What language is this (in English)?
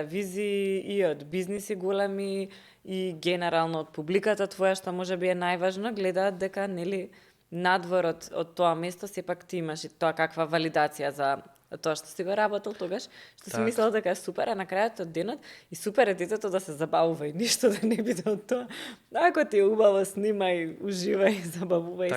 Macedonian